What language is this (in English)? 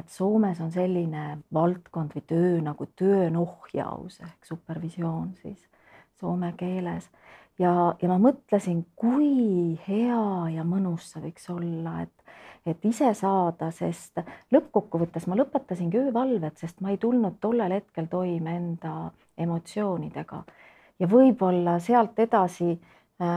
Estonian